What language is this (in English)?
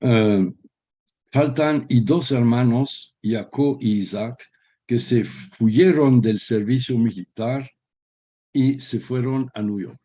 Ladino